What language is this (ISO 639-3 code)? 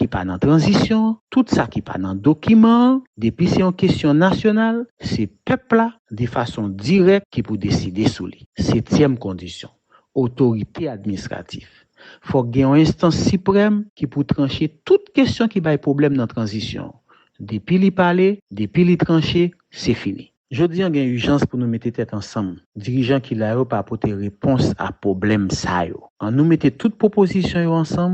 hat